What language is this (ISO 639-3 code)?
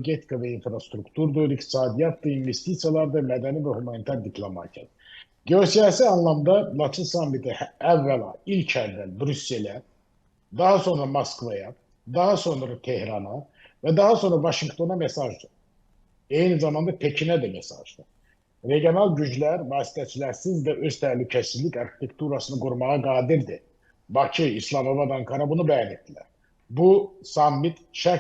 aze